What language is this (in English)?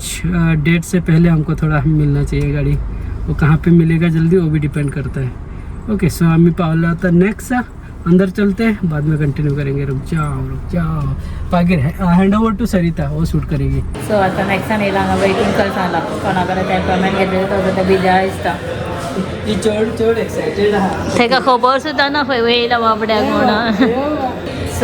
Konkani